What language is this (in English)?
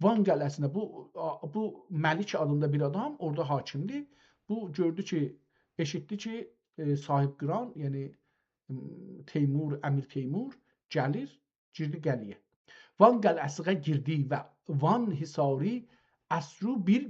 South Azerbaijani